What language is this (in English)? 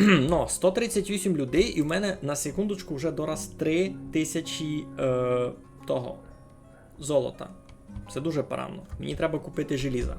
Rusyn